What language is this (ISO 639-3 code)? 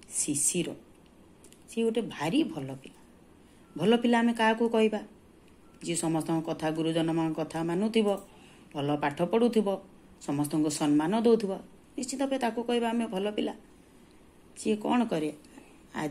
ori